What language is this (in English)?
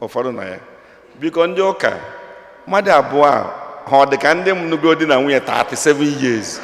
Igbo